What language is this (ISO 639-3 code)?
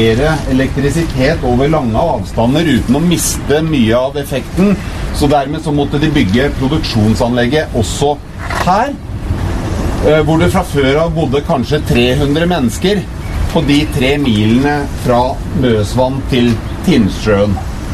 nor